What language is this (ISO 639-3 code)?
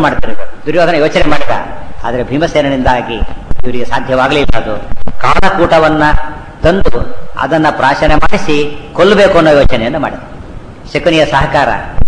kan